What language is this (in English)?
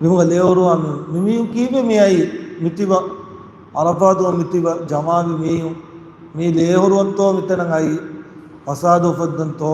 Divehi